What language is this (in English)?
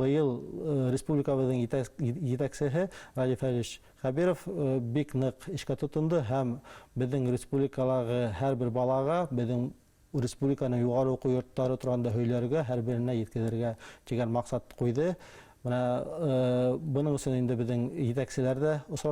Bashkir